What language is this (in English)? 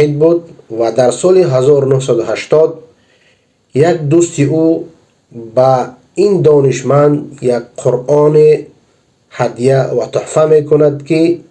Persian